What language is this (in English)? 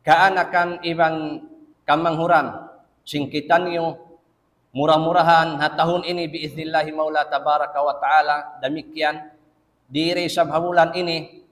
Tausug